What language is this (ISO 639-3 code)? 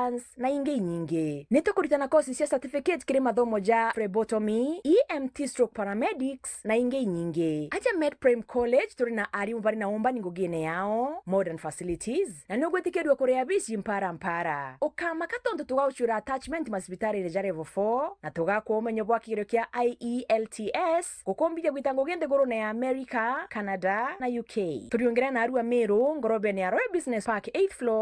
mer